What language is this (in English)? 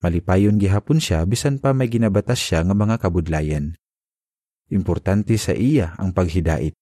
Hiligaynon